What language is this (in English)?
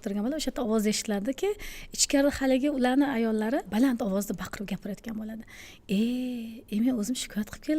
Uzbek